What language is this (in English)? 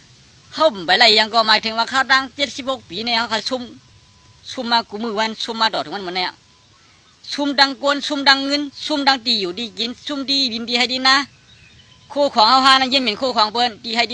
Shan